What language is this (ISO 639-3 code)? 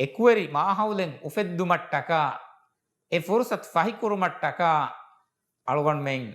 div